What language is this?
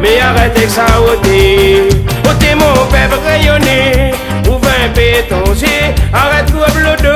Réunion Creole French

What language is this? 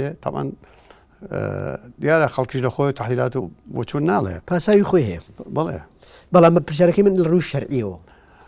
Central Kurdish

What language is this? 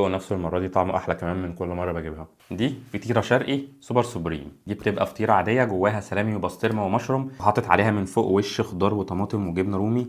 Egyptian Arabic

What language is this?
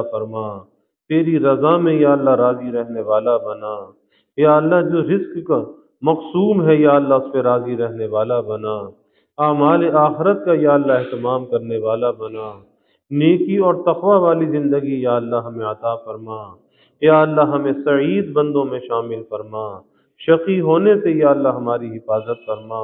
Urdu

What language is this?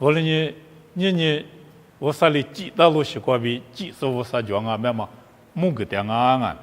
Lisu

